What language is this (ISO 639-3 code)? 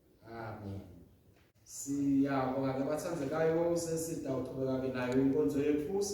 ssw